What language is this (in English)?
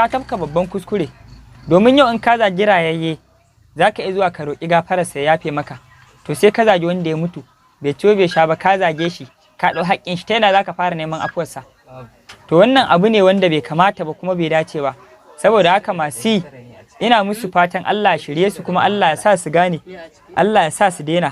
Hausa